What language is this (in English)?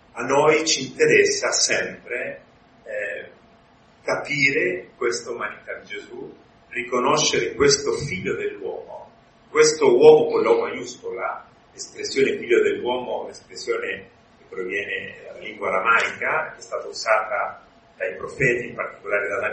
Italian